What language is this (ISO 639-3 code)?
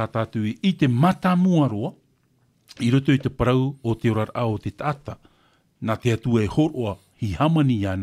tah